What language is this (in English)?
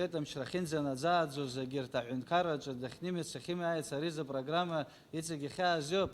Abkhazian